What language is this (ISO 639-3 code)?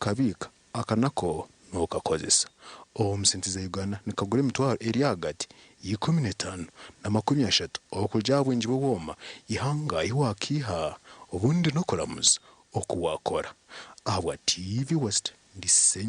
nyn